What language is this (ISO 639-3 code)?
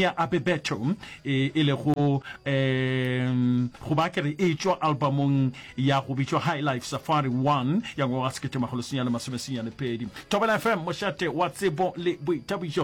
nso